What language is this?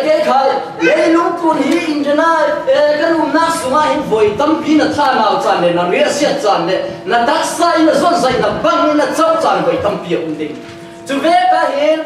Falam Chin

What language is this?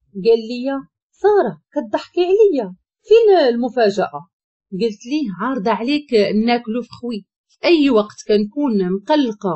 Moroccan Arabic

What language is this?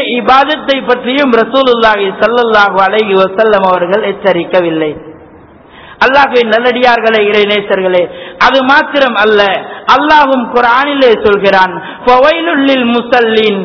Tamil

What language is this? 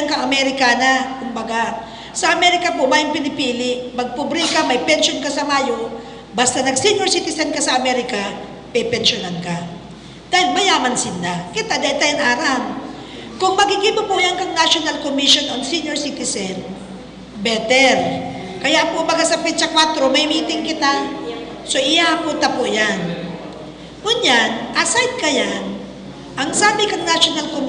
Bikol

